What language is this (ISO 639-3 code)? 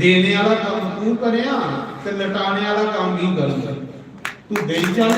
doi